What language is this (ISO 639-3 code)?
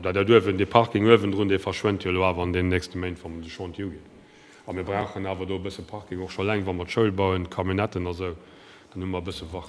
ltz